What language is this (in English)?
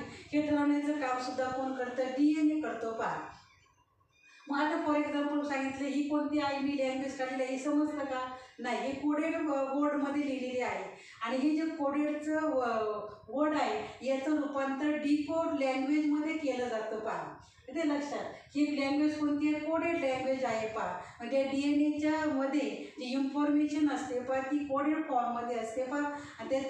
Marathi